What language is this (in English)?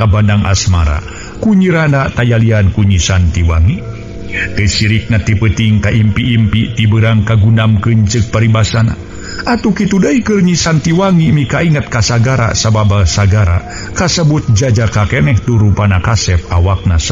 Sundanese